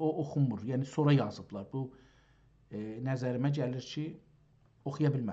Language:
South Azerbaijani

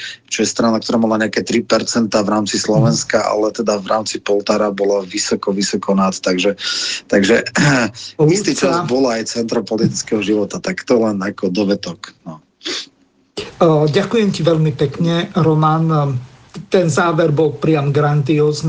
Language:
Slovak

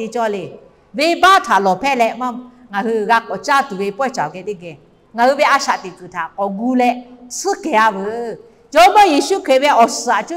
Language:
Lahu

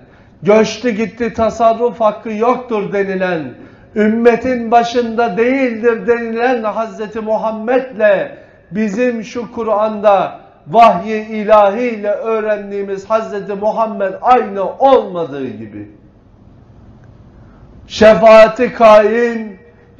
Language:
Turkish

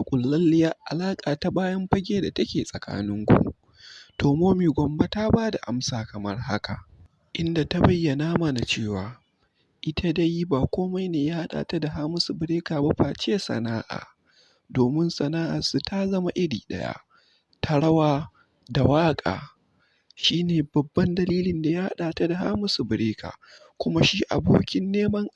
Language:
Hausa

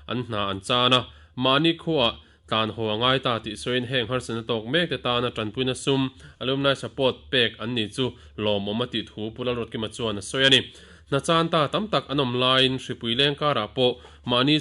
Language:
Mizo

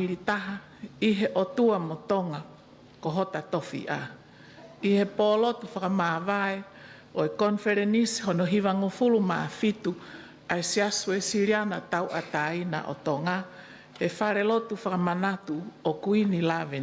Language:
Tongan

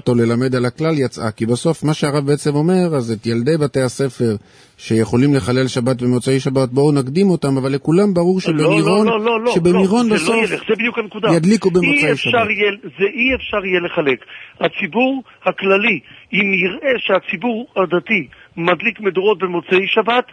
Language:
Hebrew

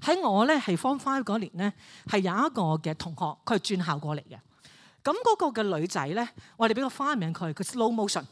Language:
Cantonese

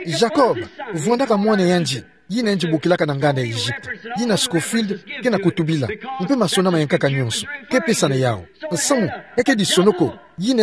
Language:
Kituba (Democratic Republic of Congo)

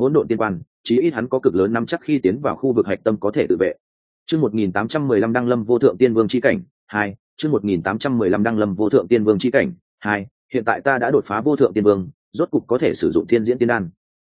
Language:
Vietnamese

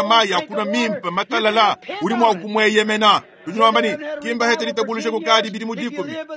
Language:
Luba-Lulua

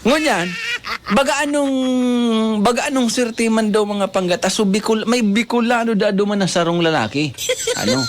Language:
Bikol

